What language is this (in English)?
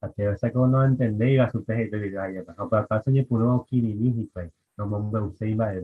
Guarani